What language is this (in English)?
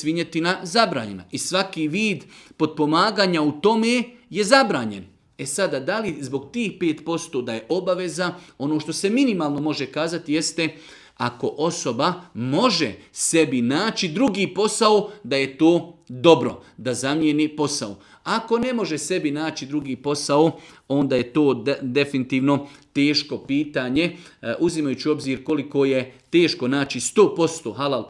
Serbian